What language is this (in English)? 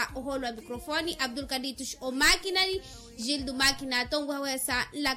Makhuwa